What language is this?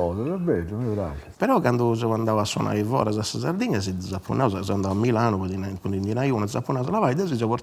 Sardinian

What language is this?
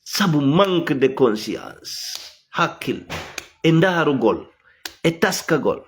Fula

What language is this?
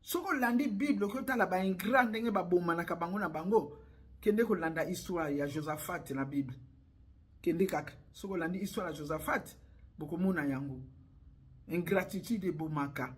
Lingala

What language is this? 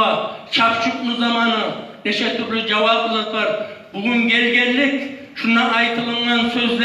Kumyk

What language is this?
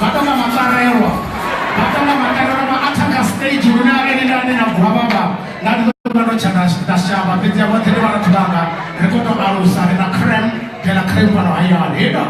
Venda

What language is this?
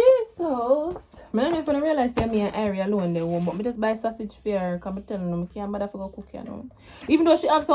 Jamaican Creole English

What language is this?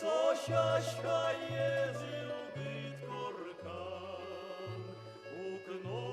Udmurt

